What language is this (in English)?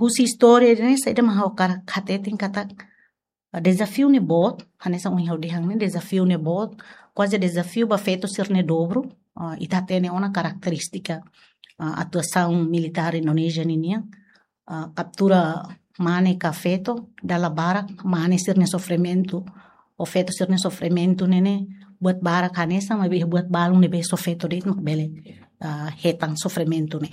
Tetum